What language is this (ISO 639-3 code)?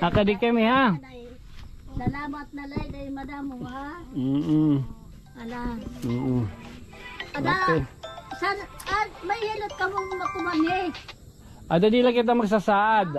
war